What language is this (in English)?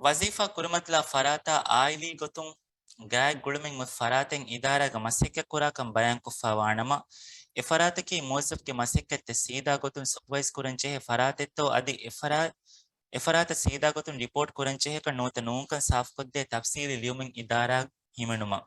Divehi